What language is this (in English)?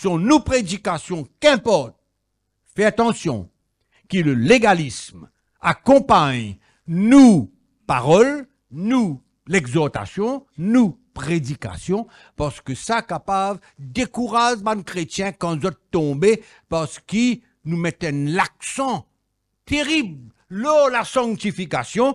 Morisyen